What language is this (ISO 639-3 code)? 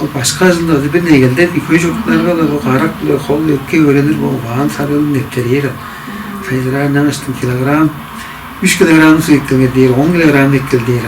tyv